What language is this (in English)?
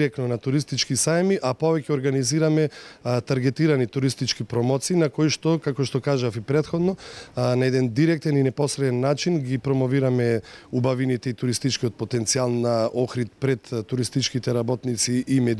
Macedonian